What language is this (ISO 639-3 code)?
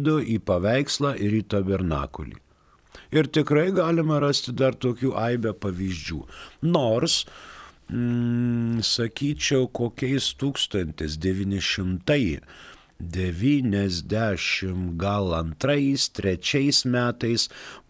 lit